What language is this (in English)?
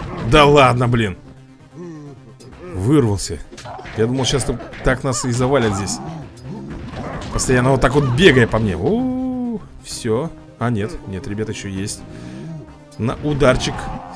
Russian